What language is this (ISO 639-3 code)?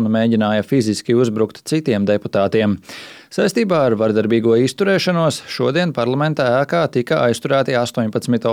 lav